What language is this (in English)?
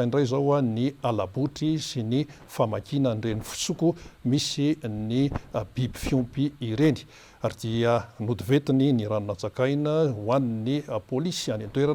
Malagasy